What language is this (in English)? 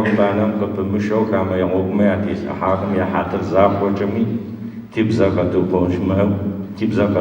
Adyghe